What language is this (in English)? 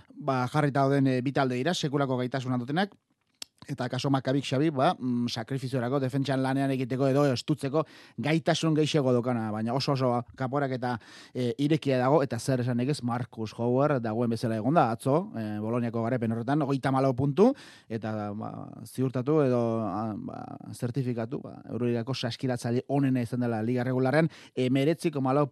Basque